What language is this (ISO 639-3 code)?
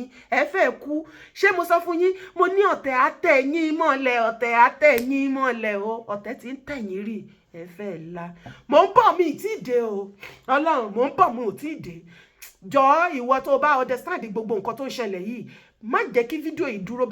yor